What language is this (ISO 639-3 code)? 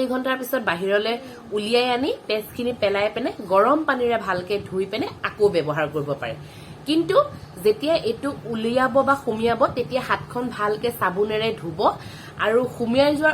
asm